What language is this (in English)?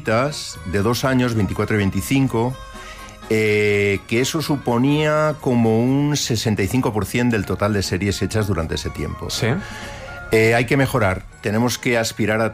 Spanish